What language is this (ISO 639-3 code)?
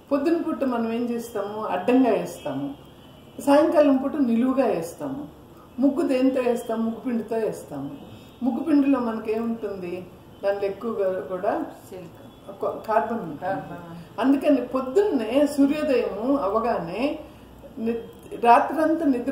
tel